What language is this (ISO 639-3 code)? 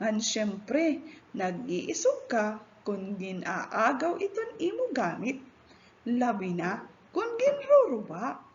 war